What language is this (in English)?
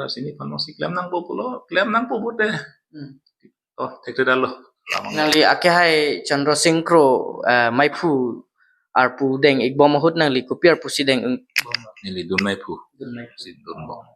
Karbi